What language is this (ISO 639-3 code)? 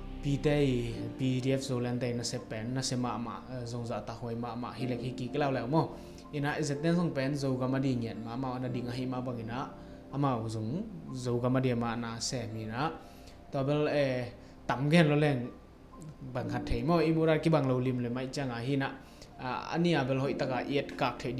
ctd